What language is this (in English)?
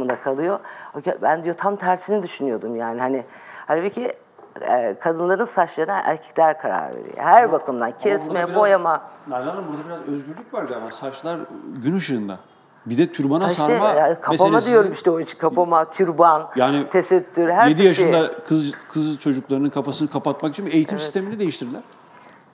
Turkish